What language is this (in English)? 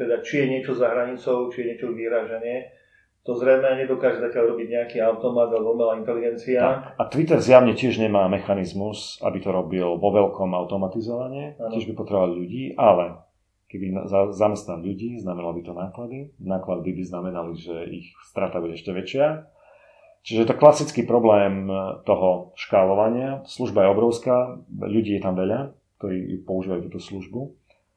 Slovak